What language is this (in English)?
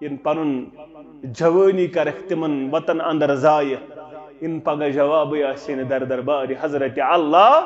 Kashmiri